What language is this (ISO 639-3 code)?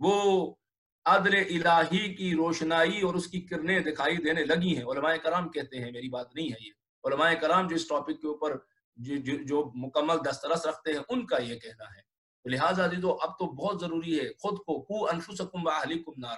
urd